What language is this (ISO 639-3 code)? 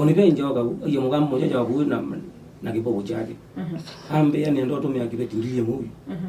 kam